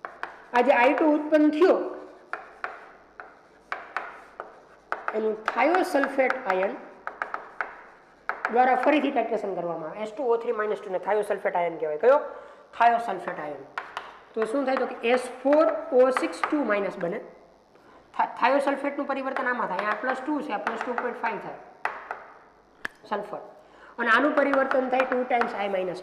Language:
Gujarati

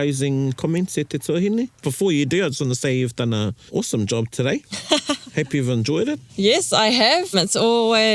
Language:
Māori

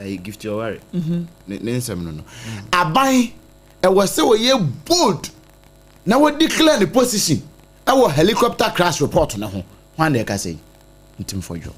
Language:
Akan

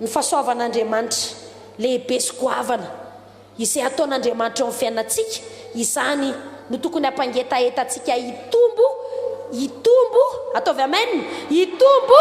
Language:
Malagasy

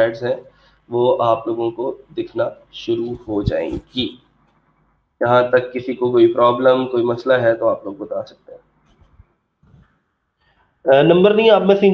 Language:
Hindi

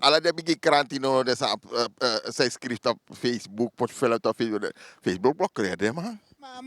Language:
Sranan Tongo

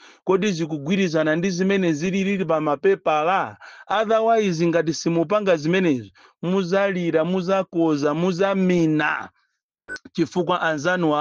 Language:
Nyanja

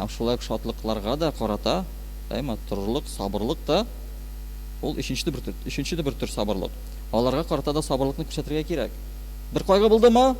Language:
Tatar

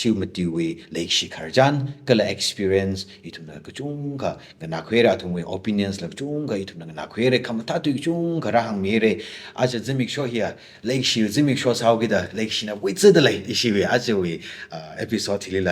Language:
Tangkhul Naga (India)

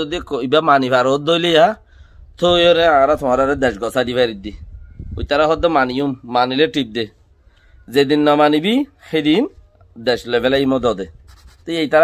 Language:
Rohingya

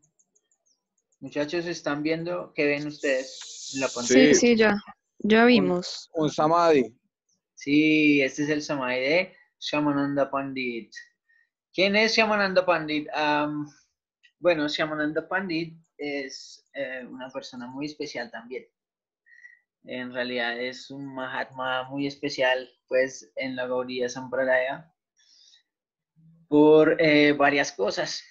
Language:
Spanish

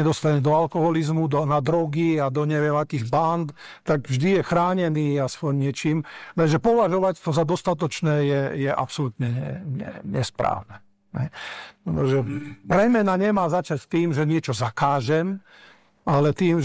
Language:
Slovak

